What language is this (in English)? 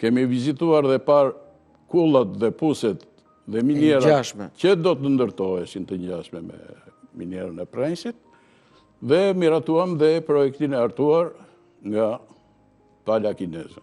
Albanian